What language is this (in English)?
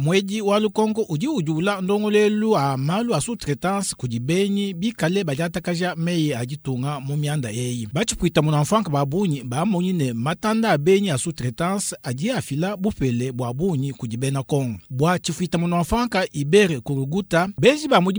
Luba-Lulua